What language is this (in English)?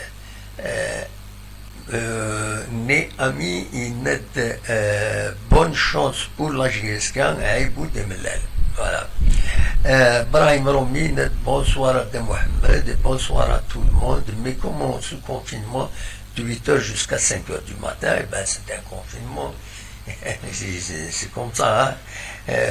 Kabyle